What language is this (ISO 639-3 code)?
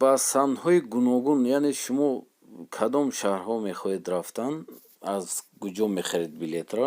tgk